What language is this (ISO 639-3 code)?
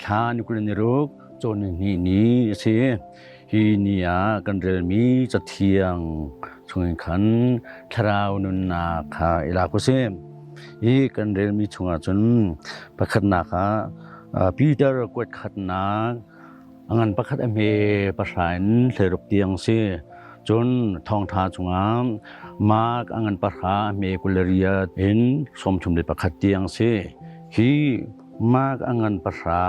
cnh